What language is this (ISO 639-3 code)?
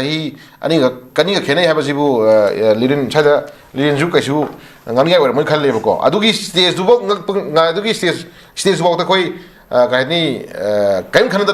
mni